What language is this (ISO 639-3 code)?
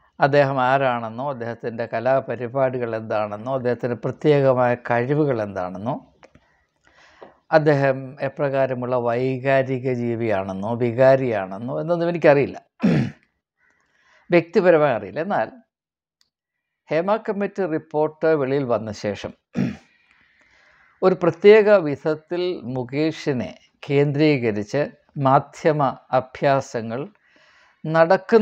mal